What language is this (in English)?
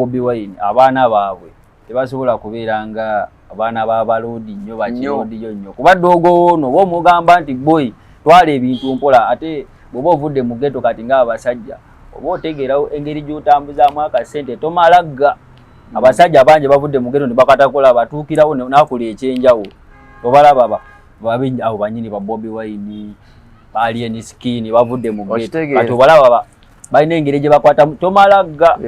Ganda